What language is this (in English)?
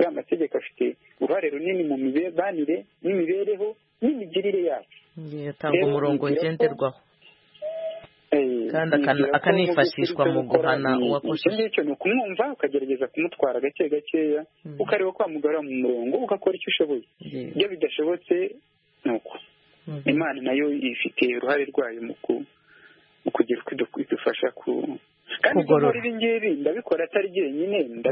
Kinyarwanda